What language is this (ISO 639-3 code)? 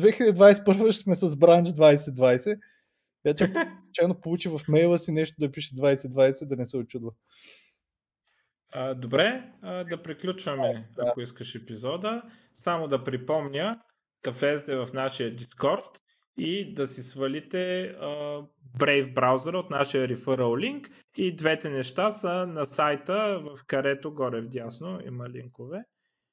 bul